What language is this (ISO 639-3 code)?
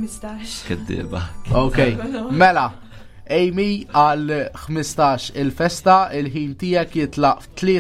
mlt